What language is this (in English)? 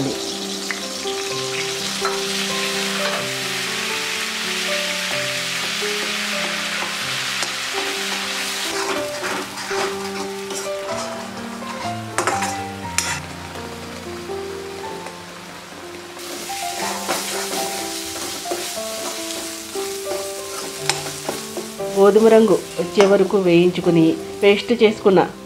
Telugu